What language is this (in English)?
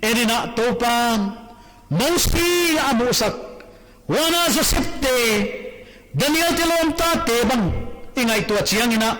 Paite Chin